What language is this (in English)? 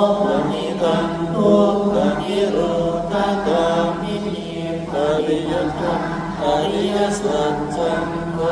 Pali